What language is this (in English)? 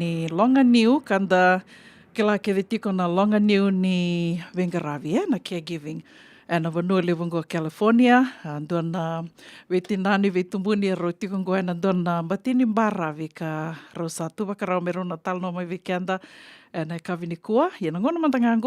Fijian